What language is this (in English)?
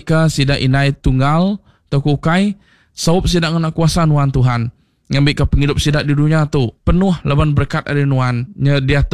Iban